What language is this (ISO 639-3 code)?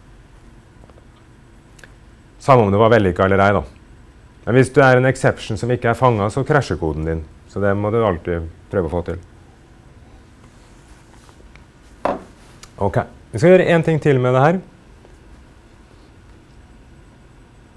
nor